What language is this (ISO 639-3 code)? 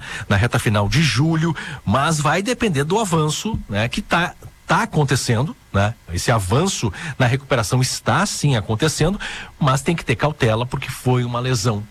por